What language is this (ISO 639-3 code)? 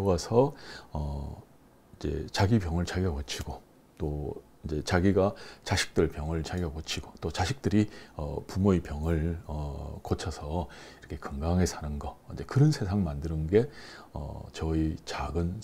kor